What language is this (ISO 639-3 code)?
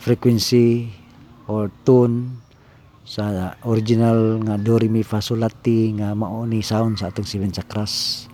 ceb